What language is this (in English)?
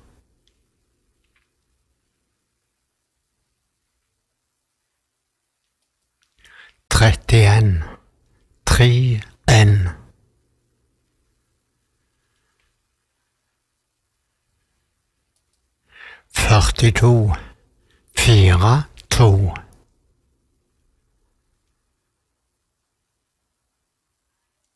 Norwegian